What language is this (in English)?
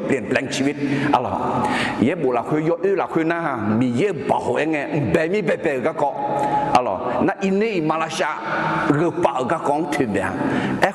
Akha